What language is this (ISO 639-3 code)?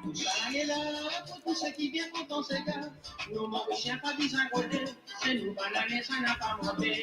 mfe